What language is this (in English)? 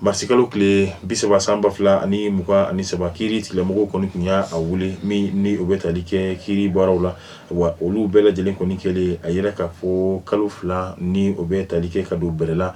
Bambara